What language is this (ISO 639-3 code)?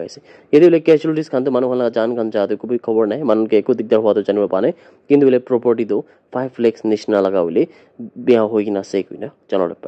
nag